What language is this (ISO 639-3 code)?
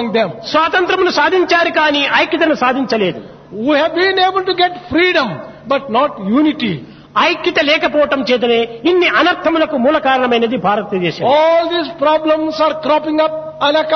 tel